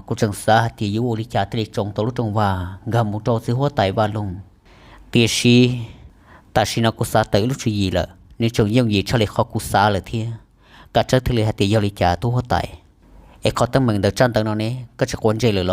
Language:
Hmong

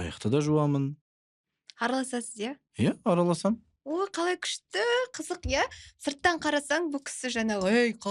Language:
Kazakh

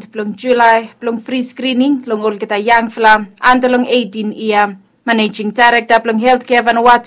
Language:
Bislama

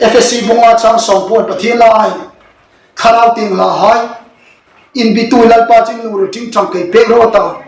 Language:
Hmar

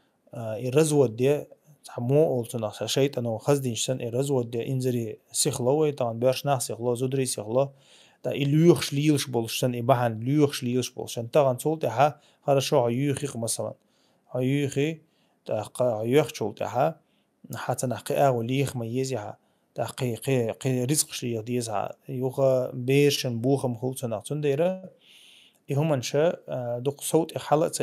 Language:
Chechen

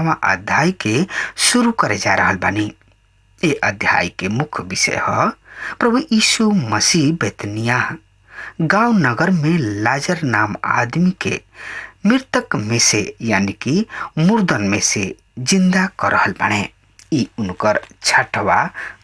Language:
Bhojpuri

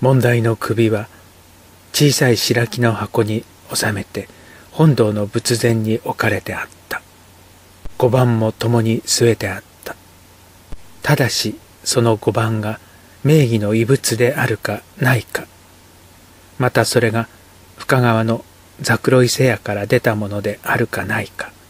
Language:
Japanese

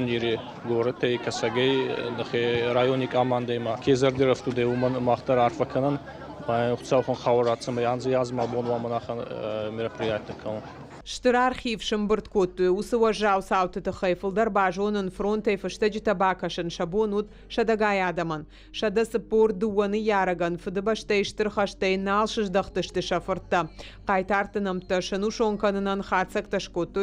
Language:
Ossetic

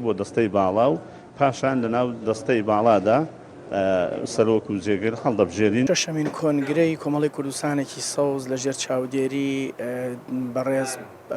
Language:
Central Kurdish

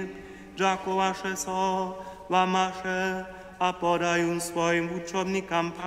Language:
Upper Sorbian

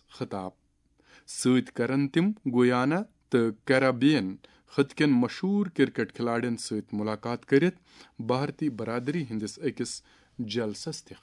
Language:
Kashmiri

